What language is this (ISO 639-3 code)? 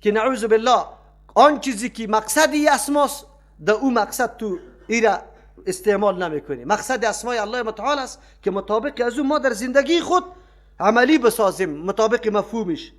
fas